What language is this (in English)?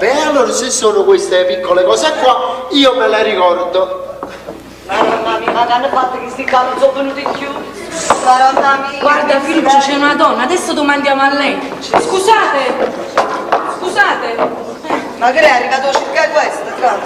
Neapolitan